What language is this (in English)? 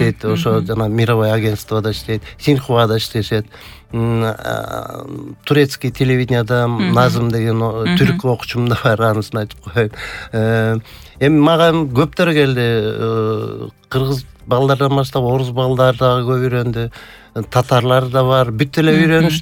Kyrgyz